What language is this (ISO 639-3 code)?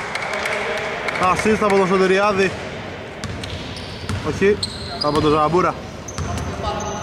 ell